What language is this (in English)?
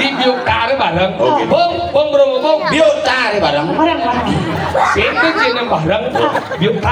Balinese